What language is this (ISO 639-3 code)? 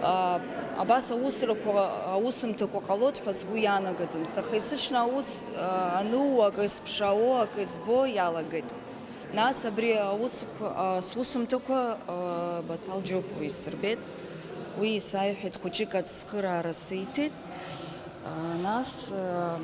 abk